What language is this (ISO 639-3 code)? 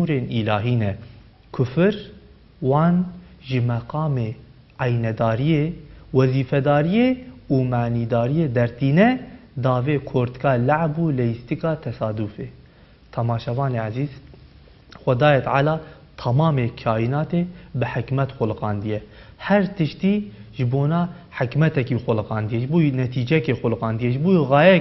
kur